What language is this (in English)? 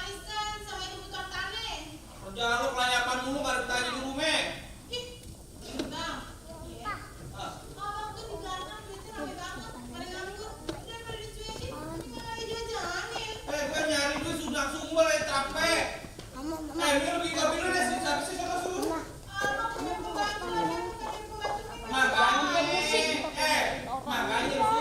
Betawi